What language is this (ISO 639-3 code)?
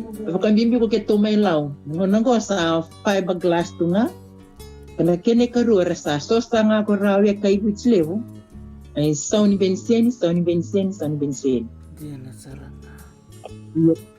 fij